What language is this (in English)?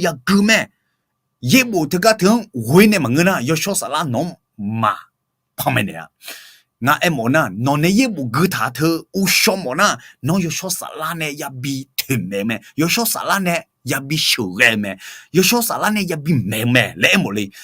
Akha